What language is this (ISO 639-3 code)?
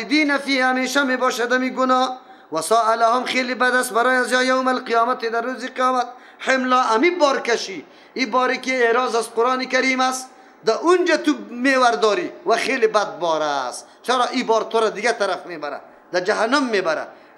fas